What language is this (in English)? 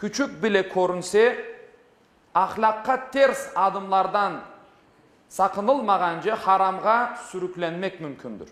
Crimean Tatar